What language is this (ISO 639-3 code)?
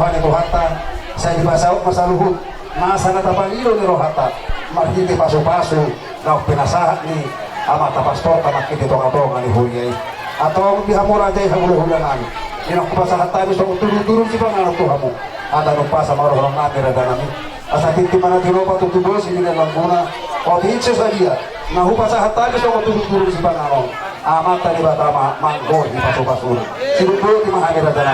bbc